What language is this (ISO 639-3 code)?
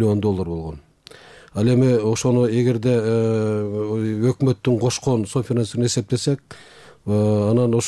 kir